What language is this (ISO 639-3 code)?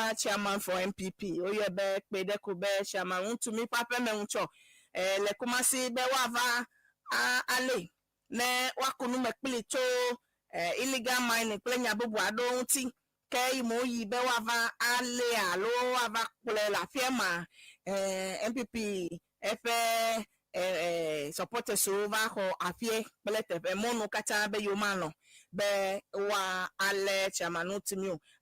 ewe